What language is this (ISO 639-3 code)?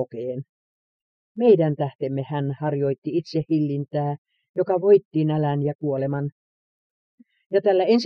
fin